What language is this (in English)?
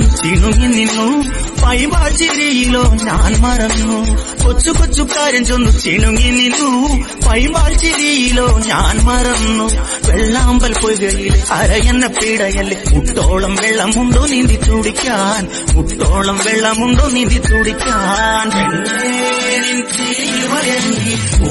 Malayalam